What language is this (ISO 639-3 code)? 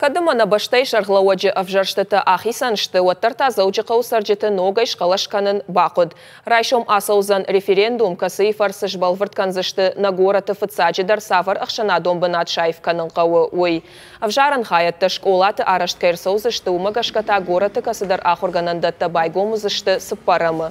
oss